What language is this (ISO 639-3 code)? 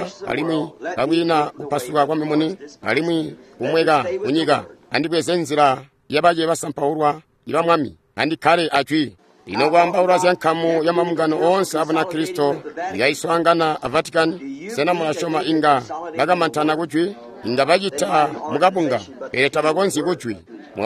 toi